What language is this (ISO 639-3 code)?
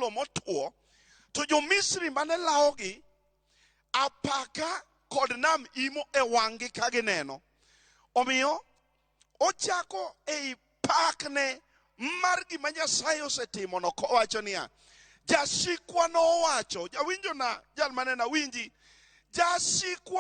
luo